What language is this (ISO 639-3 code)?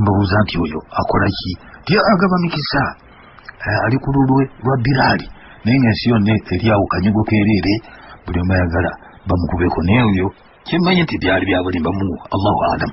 lug